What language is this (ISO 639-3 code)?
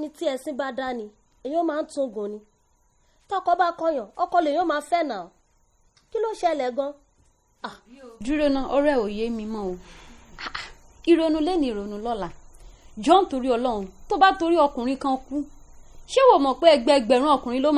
yor